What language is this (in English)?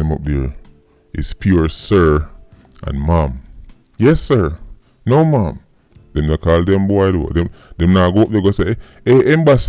Jamaican Creole English